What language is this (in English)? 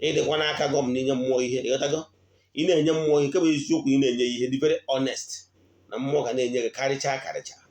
Igbo